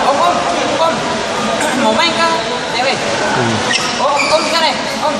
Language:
Ambonese Malay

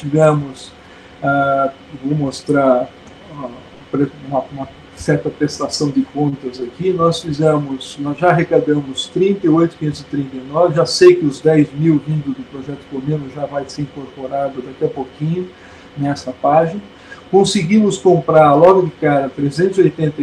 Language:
Portuguese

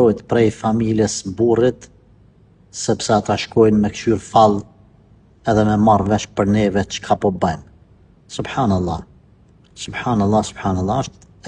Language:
Albanian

